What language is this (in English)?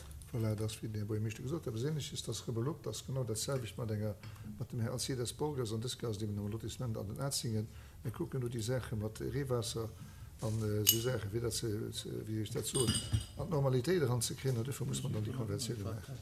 Luxembourgish